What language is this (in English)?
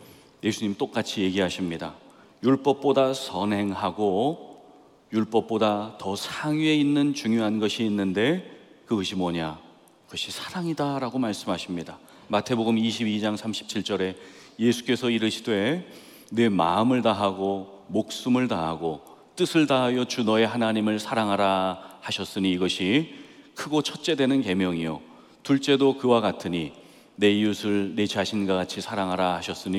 Korean